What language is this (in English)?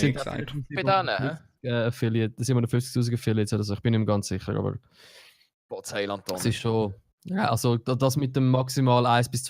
Swiss German